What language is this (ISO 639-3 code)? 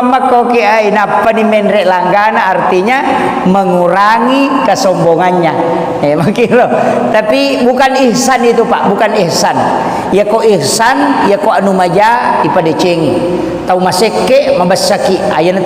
bug